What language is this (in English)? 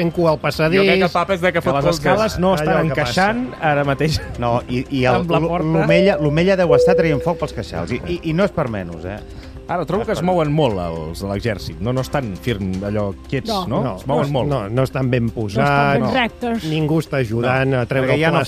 Catalan